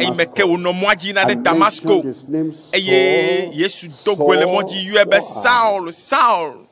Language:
Ewe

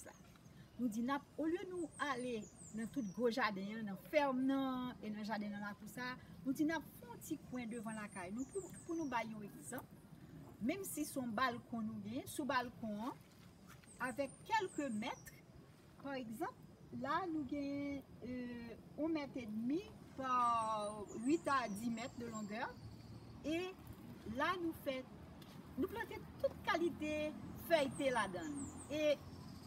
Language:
Haitian Creole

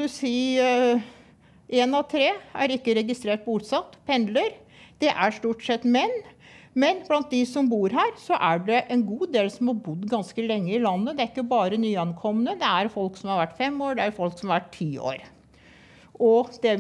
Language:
Norwegian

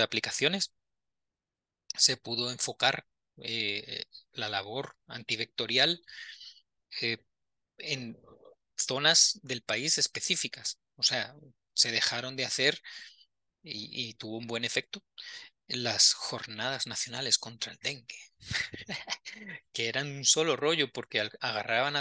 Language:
Spanish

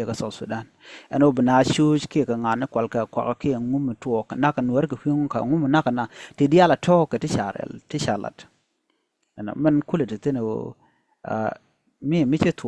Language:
Nuer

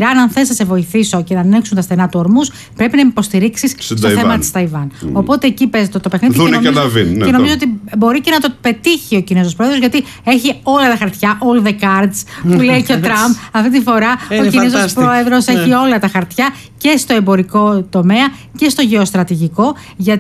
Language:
Greek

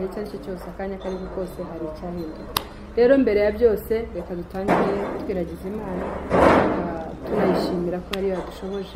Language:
Kinyarwanda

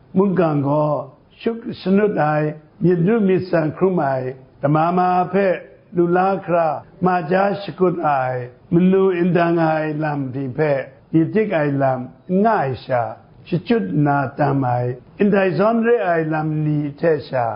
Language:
Kachin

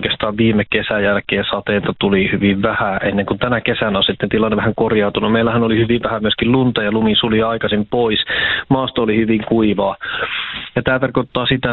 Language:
Finnish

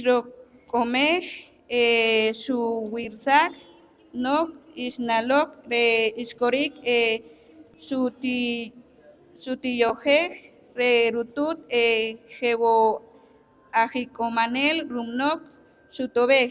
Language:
Poqomchi'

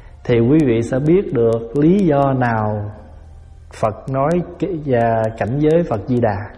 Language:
Vietnamese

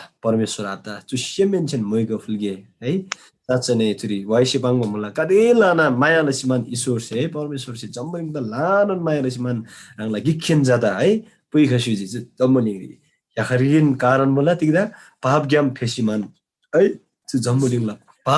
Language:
Eastern Tamang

